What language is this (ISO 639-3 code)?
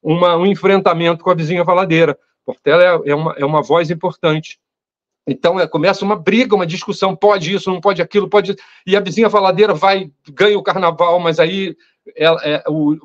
por